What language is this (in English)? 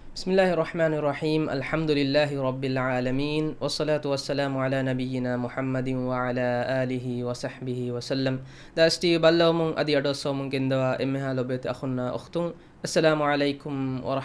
Divehi